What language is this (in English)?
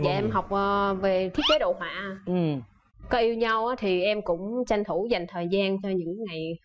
Vietnamese